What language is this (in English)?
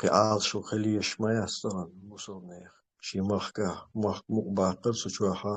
Chechen